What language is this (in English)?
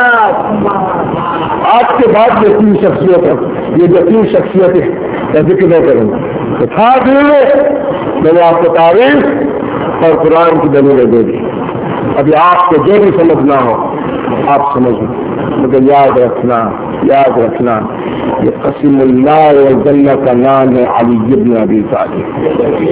Urdu